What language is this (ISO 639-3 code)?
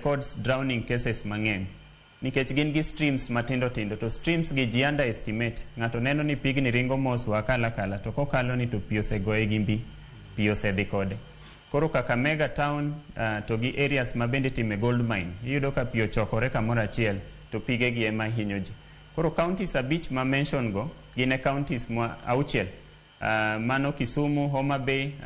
luo